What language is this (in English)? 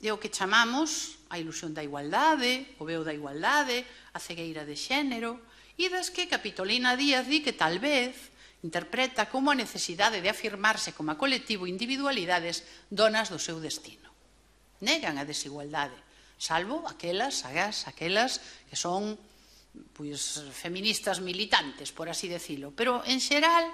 Galician